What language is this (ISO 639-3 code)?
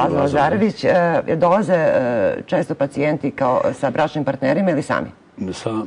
srp